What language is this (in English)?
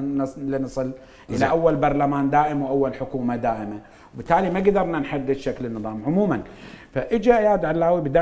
Mesopotamian Arabic